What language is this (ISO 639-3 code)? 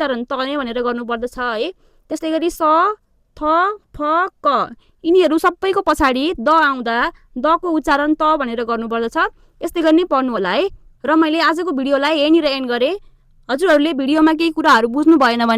nep